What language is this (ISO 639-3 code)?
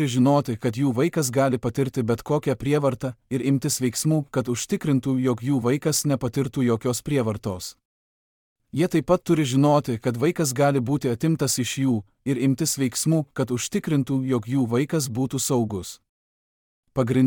lit